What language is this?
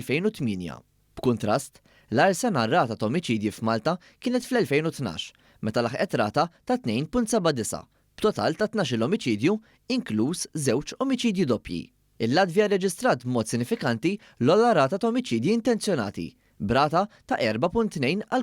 Maltese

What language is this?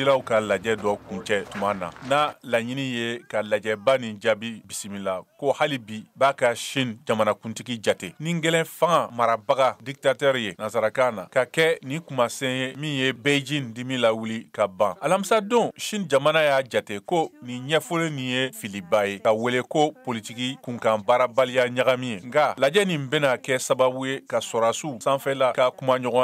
Bambara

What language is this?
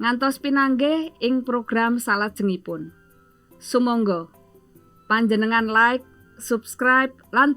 Javanese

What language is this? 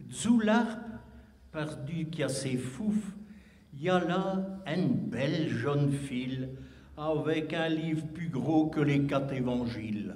Picard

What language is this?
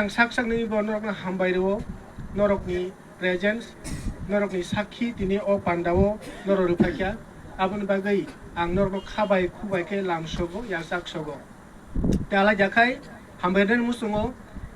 Kok Borok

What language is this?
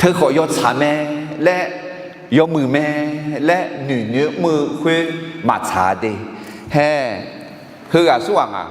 Akha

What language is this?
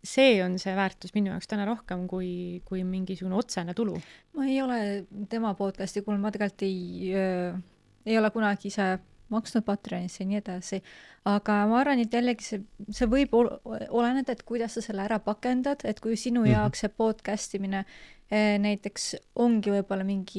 Estonian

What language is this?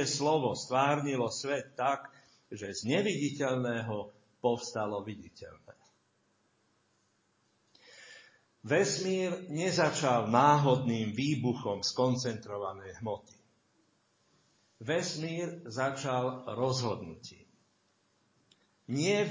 Slovak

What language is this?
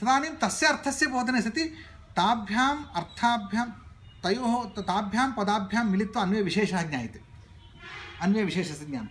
Sanskrit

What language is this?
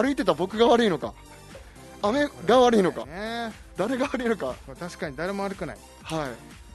Japanese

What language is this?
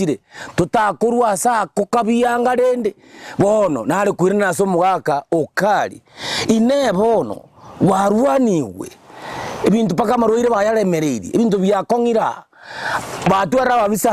Gusii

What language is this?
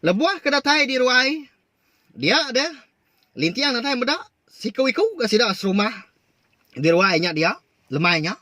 Iban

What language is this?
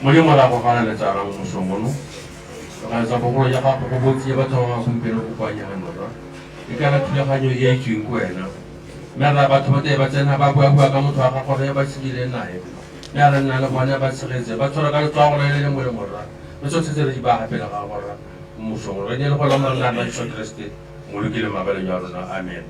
Tswana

